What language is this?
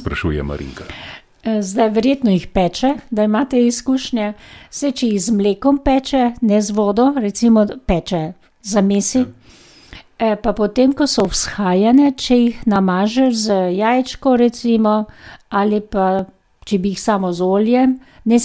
Slovenian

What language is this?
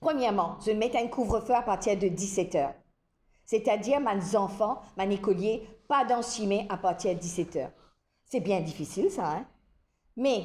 Morisyen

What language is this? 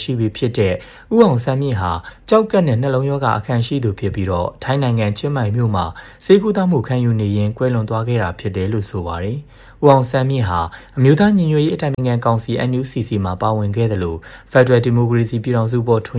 Burmese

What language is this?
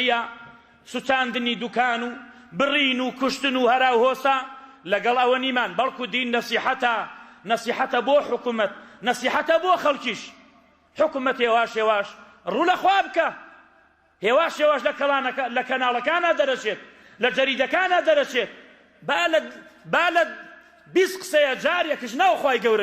Central Kurdish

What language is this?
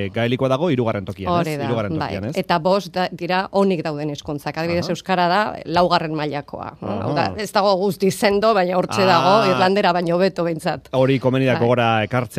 Basque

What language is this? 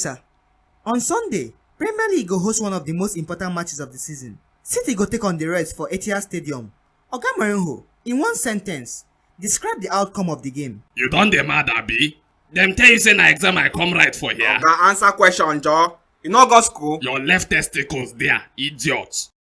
Nigerian Pidgin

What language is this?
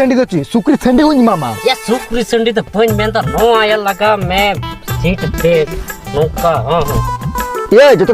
Santali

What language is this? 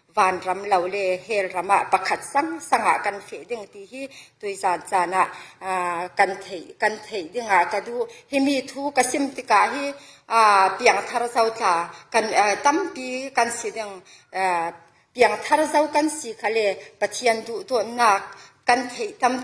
Falam Chin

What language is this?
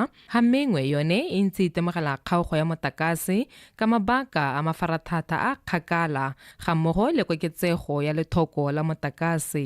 Tswana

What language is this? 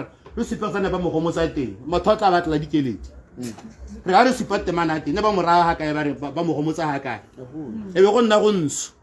Tswana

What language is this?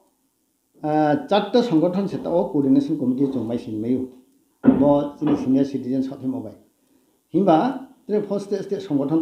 Riang (India)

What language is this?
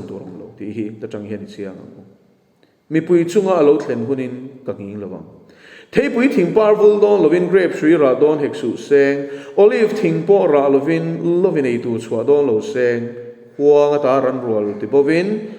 Mizo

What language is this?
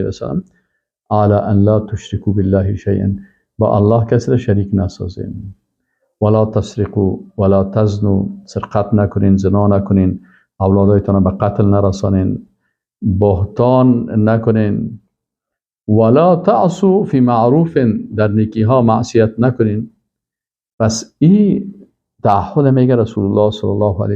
Persian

